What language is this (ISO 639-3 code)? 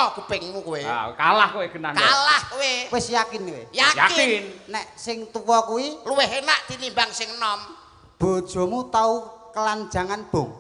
jav